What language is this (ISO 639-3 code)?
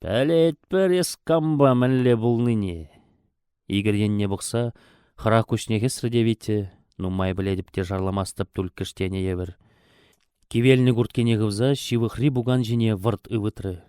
chv